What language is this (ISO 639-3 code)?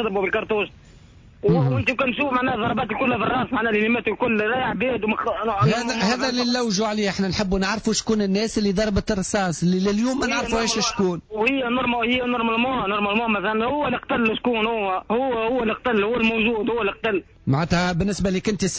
aeb